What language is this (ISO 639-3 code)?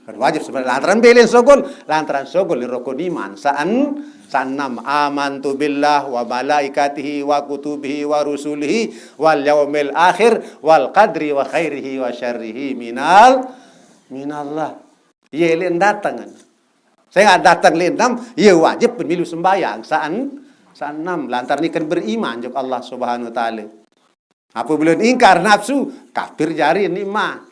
sas